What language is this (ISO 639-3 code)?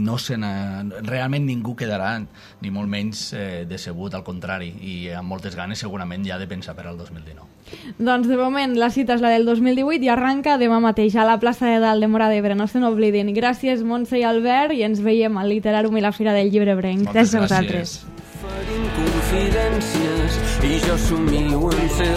cat